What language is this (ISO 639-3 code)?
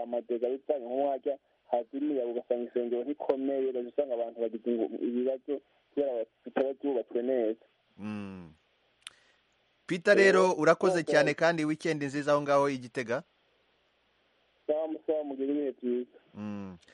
kin